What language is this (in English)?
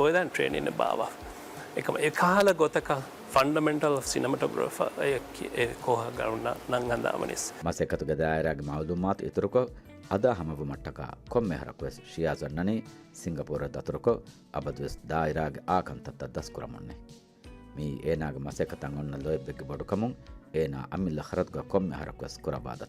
Divehi